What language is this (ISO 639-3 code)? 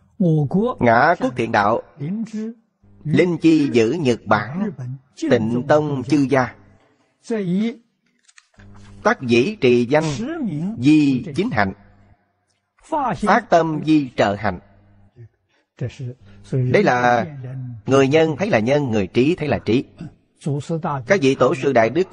vie